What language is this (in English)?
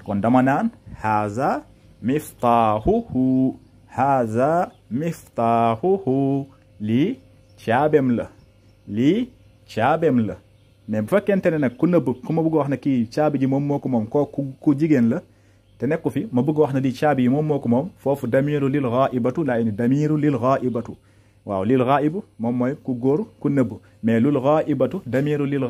Wolof